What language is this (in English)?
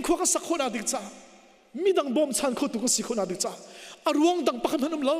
Hakha Chin